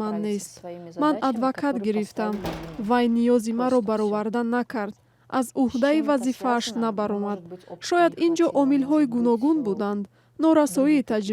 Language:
Tajik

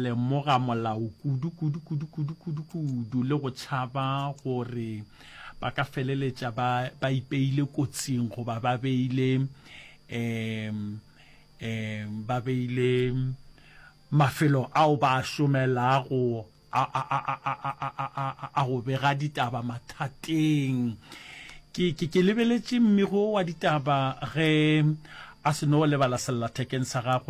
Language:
Northern Sotho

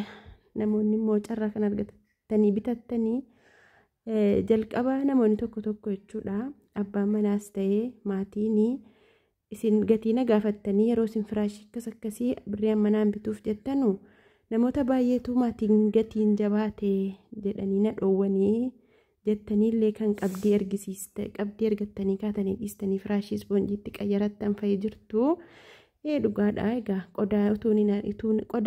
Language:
Oromo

